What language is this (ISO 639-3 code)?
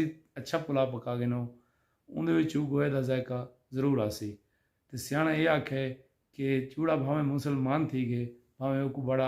skr